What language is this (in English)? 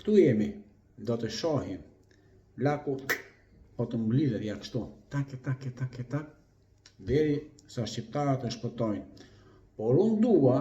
Albanian